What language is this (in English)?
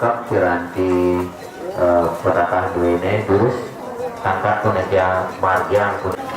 Balinese